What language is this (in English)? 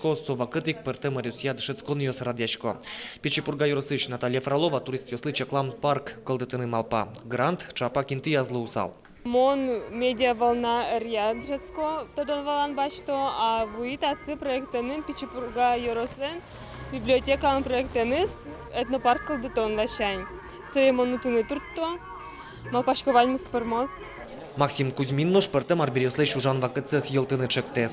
Udmurt